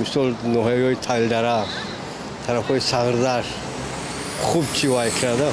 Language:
Tajik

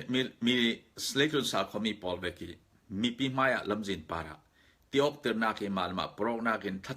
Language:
Falam Chin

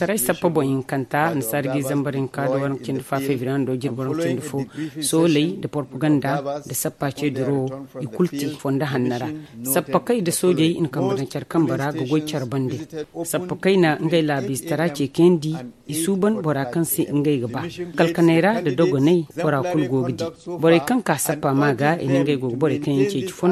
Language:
Zarma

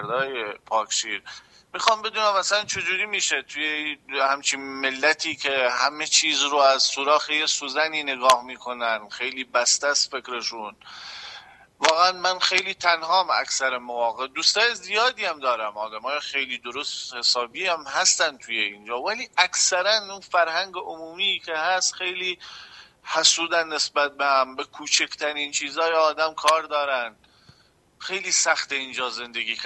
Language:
Persian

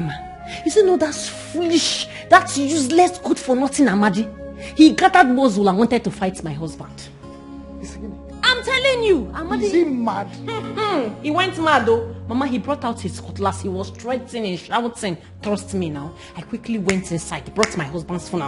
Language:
Nigerian Pidgin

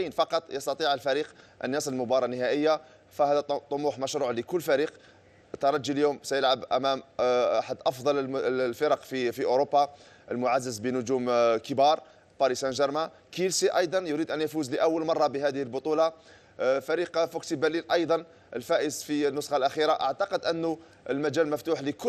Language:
Arabic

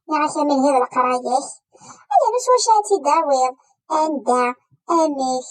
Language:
Kabyle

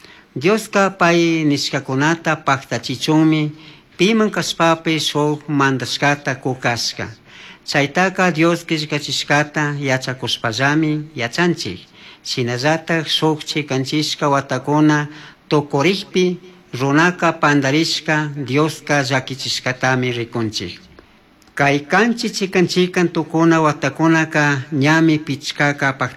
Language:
Chimborazo Highland Quichua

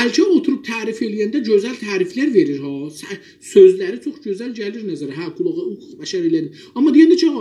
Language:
South Azerbaijani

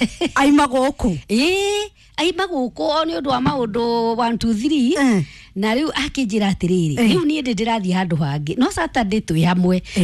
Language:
Kikuyu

